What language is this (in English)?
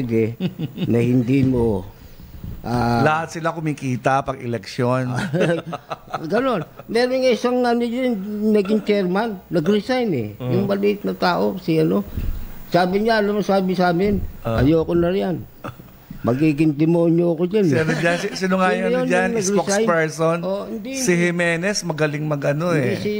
Filipino